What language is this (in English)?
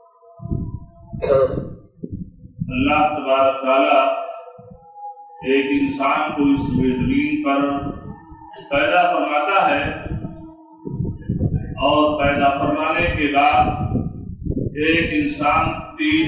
Urdu